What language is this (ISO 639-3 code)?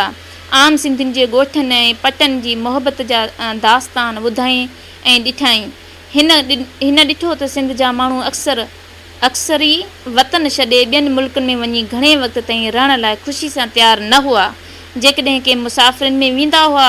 snd